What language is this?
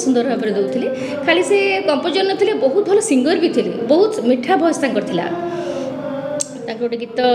Odia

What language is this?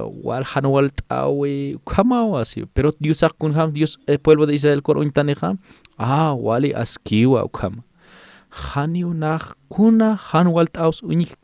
Aymara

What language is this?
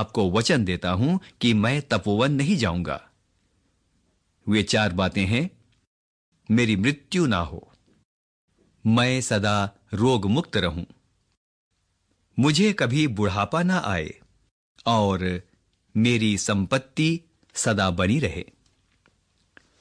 Hindi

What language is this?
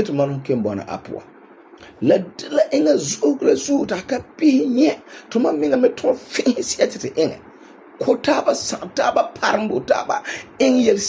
Frafra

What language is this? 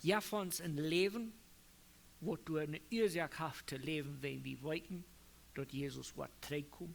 Plautdietsch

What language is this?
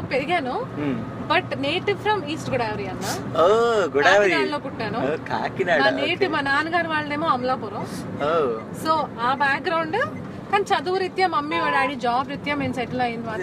Telugu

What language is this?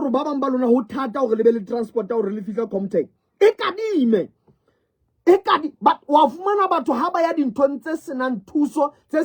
Southern Sotho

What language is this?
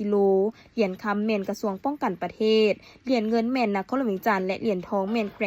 Lao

